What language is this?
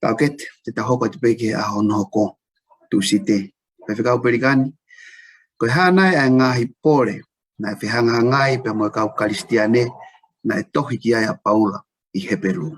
Tongan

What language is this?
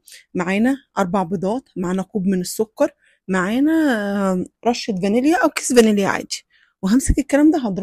Egyptian Arabic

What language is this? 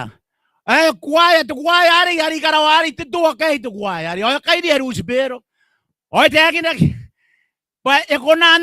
Gilbertese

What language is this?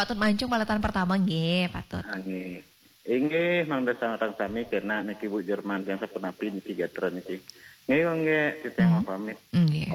Balinese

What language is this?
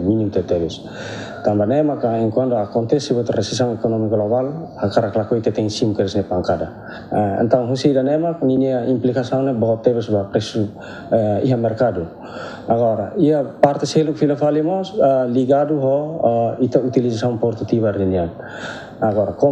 Tetum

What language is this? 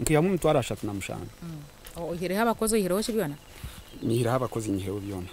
Nyankole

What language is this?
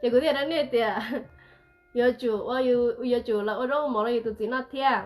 Hmong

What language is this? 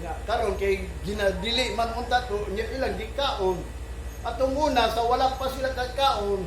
Cebuano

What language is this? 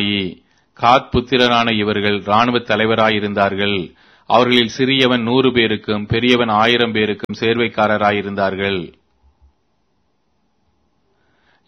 Tamil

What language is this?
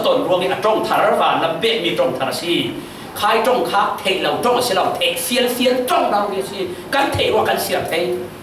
Falam Chin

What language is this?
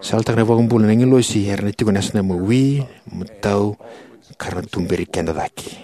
Fijian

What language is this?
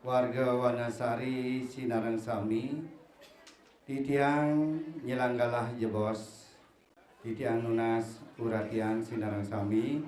Balinese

